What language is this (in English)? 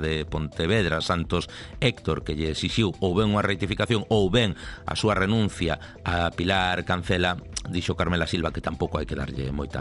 Galician